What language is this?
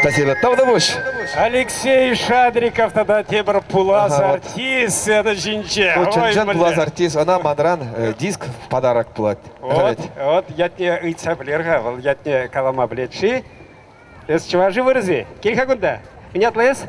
Chuvash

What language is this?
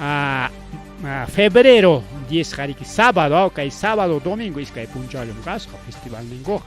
Ayacucho Quechua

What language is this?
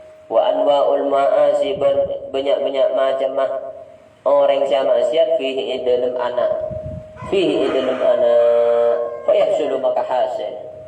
Madurese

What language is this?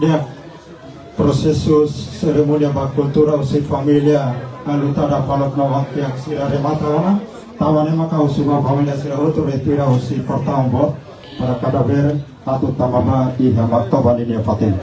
Tetum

